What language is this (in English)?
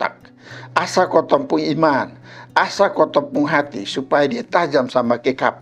Kupang Malay